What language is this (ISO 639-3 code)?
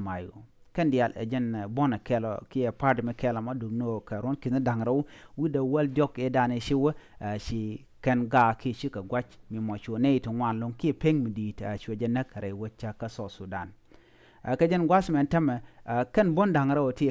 nus